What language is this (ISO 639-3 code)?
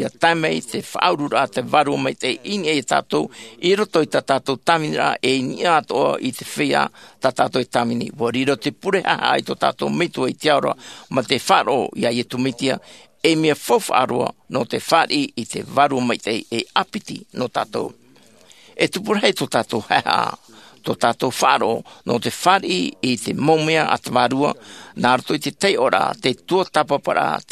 tah